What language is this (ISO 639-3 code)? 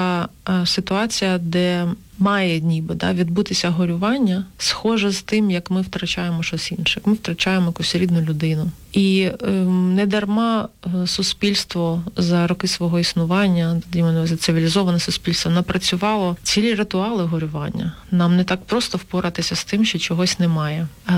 ukr